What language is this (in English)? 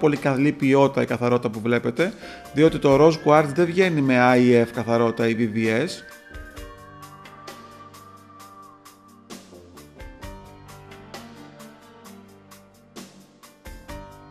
Greek